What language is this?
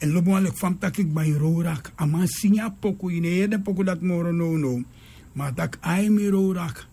Sranan Tongo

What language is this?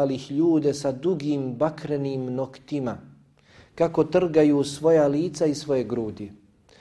Bosnian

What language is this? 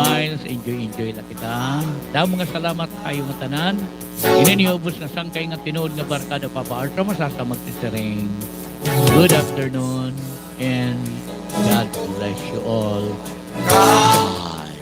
Waray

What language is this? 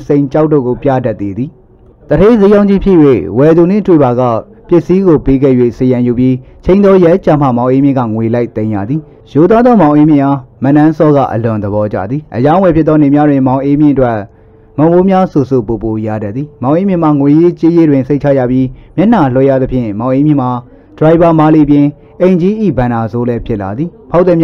Burmese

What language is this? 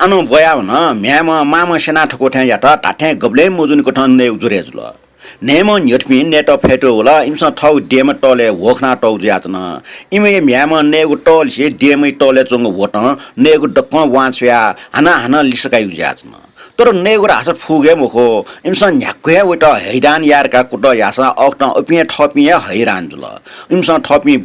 Newari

